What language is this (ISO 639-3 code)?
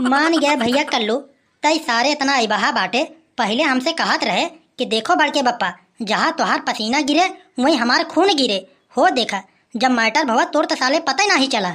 awa